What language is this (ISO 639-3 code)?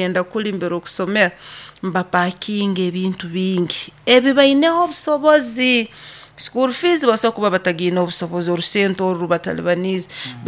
nyo